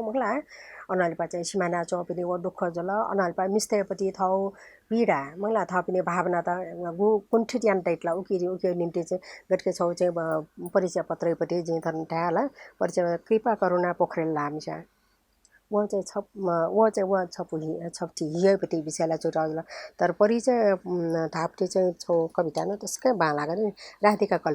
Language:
Newari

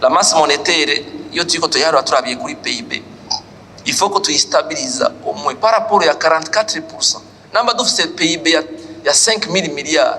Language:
Rundi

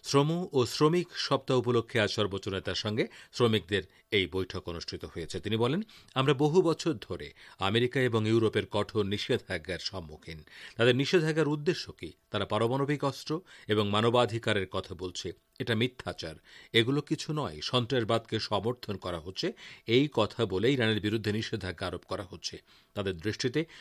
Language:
Bangla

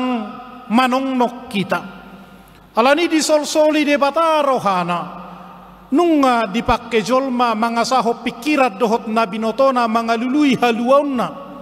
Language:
Batak Toba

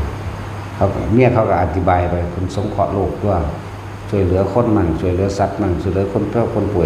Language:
Northeastern Thai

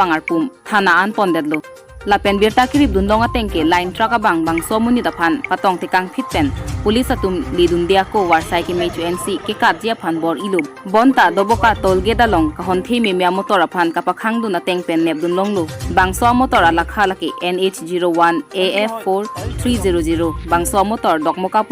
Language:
Karbi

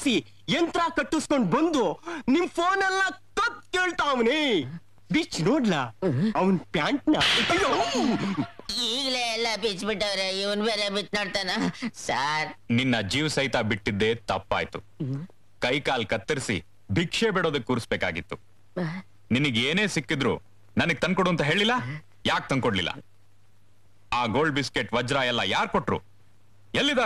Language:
Kannada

